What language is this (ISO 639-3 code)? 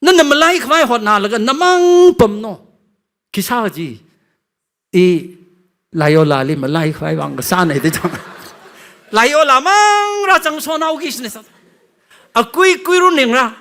nmf